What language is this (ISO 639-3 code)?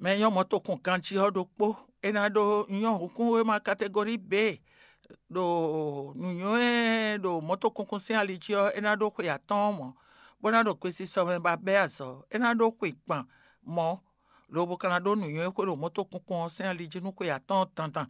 fon